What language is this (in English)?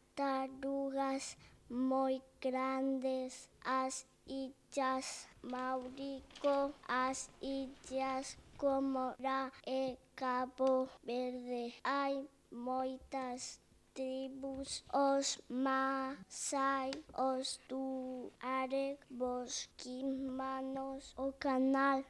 Galician